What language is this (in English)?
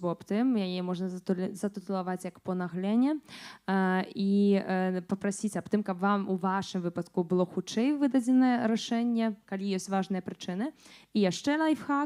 Belarusian